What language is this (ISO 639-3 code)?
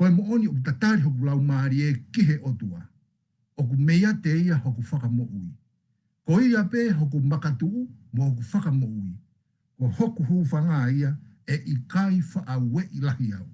ton